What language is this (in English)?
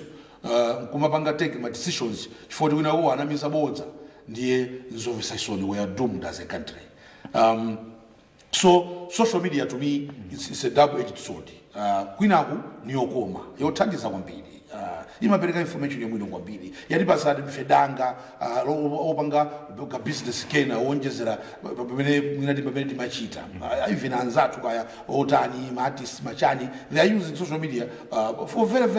Nyanja